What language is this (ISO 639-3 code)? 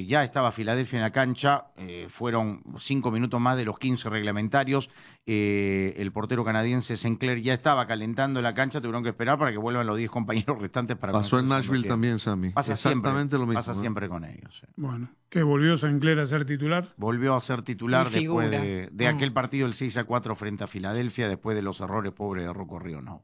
spa